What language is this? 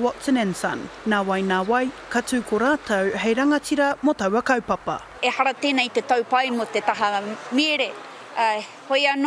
Māori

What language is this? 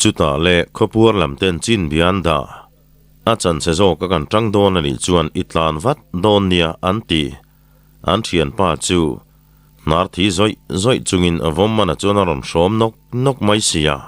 Mizo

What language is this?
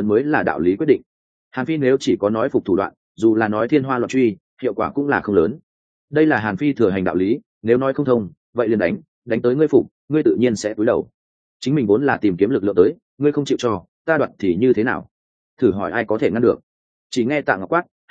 Vietnamese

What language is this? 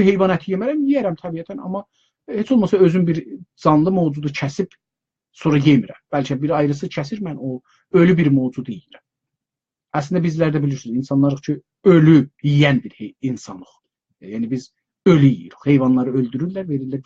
South Azerbaijani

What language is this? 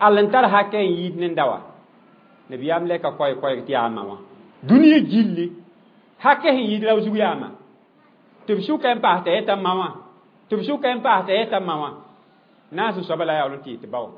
Mossi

